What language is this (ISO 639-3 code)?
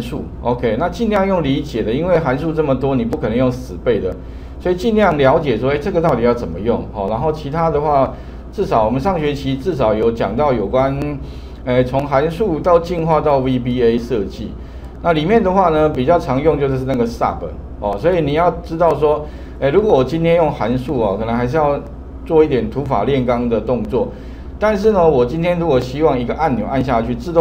zho